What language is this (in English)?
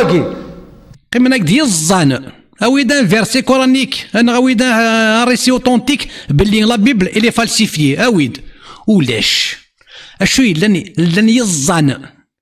Kabyle